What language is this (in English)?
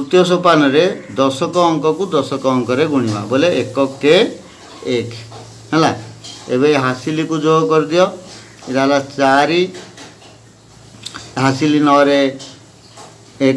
Odia